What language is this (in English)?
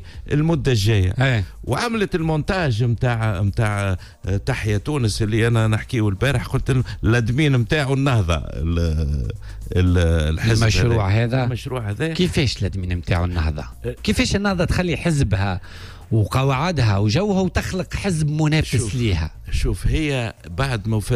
Tunisian Arabic